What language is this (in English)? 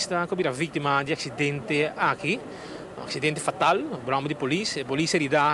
Papiamento